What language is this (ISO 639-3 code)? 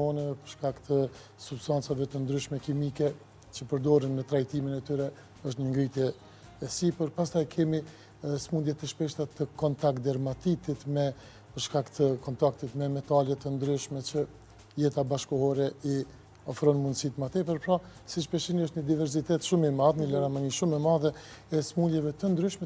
sqi